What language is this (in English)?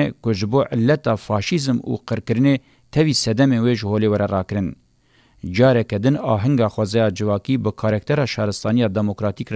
Kurdish